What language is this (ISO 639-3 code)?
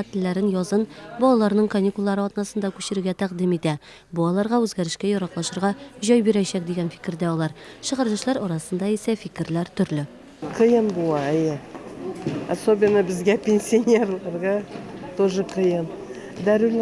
tat